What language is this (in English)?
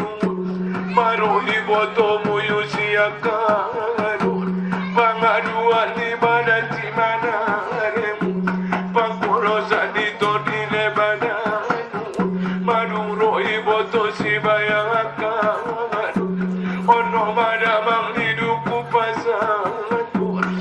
Batak Angkola